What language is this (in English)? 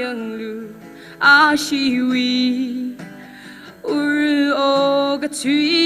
Tangkhul Naga (India)